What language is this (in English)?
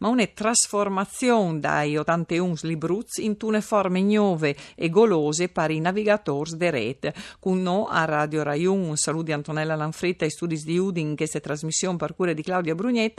Friulian